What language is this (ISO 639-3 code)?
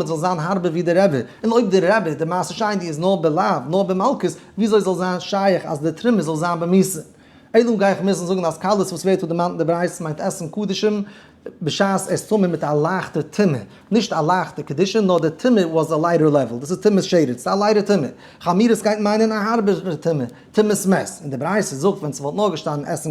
yid